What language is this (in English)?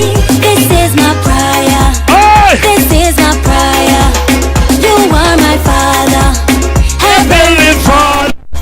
Jamaican Creole English